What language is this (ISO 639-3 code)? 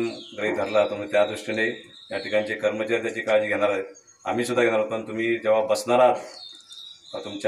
mar